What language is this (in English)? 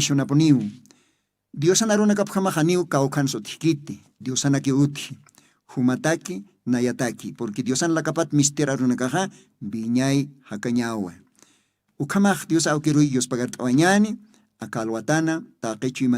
Aymara